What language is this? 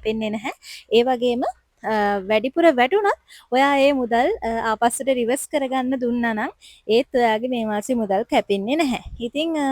Sinhala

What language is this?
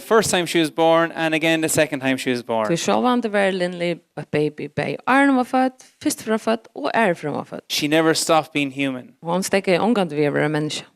Faroese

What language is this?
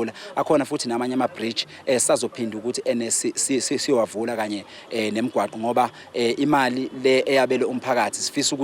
Zulu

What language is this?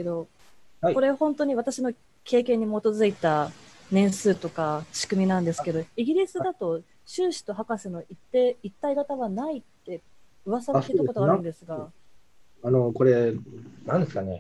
Japanese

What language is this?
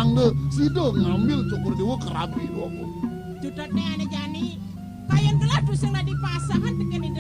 Balinese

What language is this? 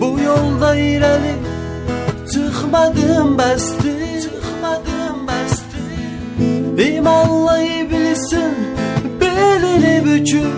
South Azerbaijani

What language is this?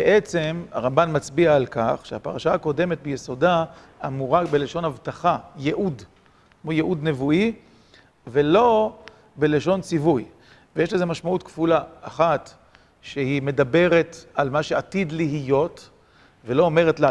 Hebrew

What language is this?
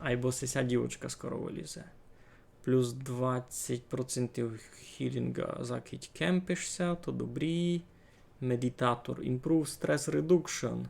Rusyn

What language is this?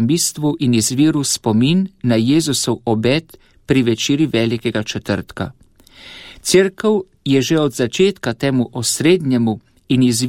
Slovenian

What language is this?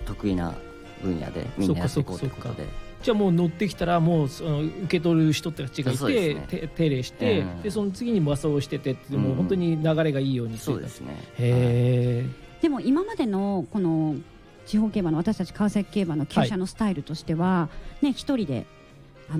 Japanese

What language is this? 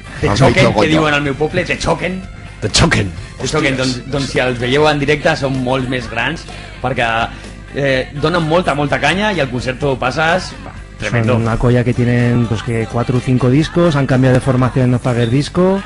Aragonese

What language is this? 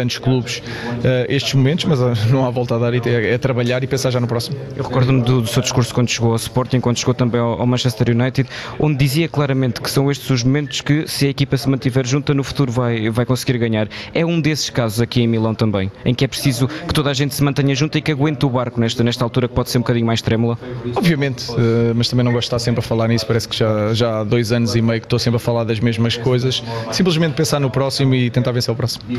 Portuguese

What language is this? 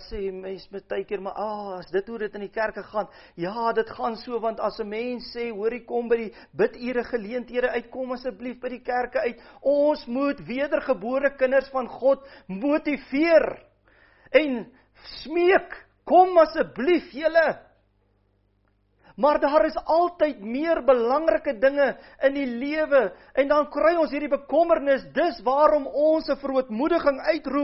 Afrikaans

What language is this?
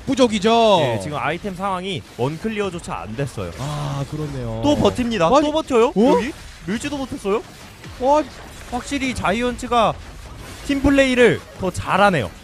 Korean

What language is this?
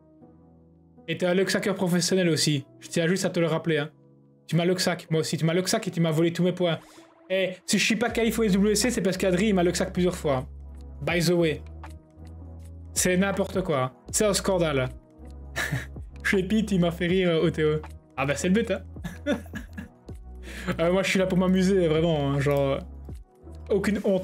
French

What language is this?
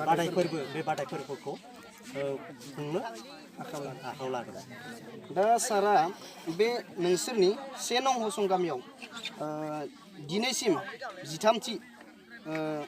Bodo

